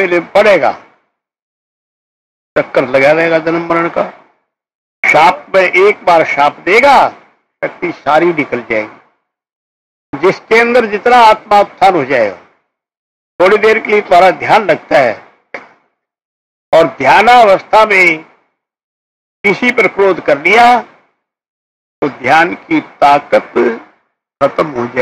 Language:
Hindi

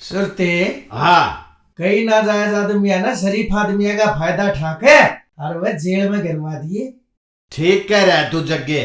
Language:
Haryanvi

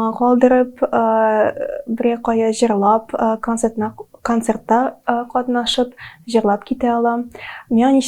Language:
Tatar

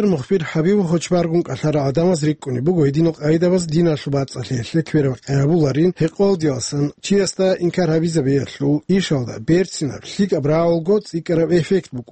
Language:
Avaric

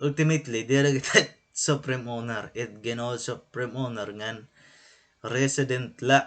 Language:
Waray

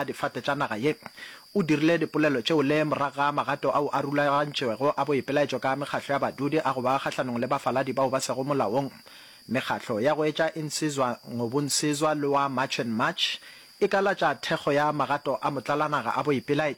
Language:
Northern Sotho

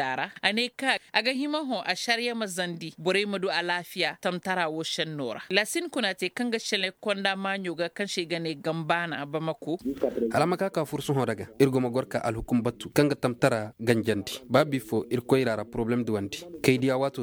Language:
Koyraboro Senni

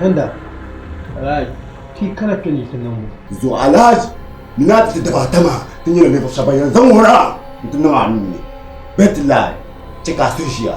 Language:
Dagbani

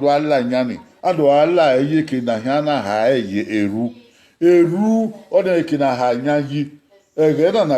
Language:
Bini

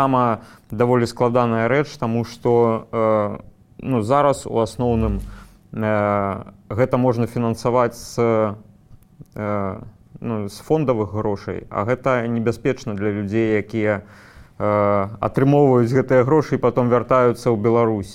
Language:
Belarusian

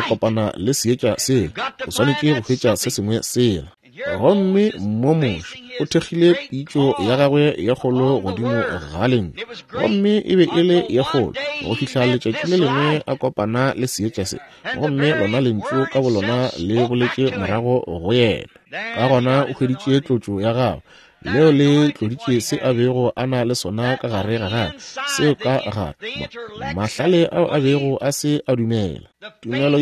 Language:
Northern Sotho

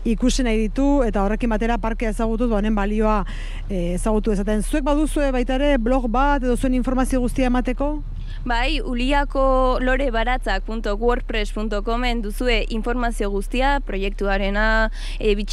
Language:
Basque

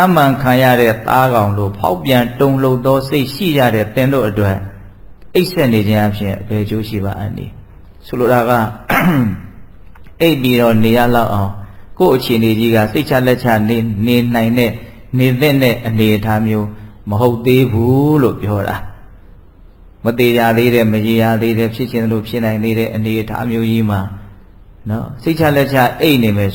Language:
Burmese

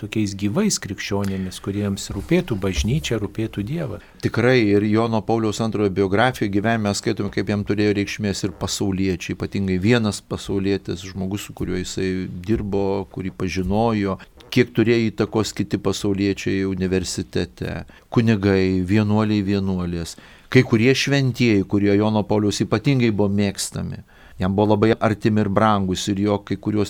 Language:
Lithuanian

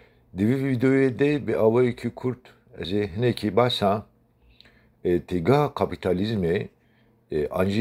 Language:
Kurdish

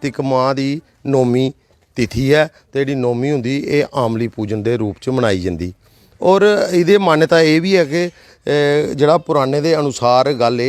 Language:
Dogri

